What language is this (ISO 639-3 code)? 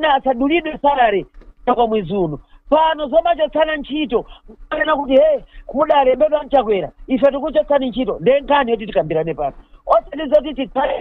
nya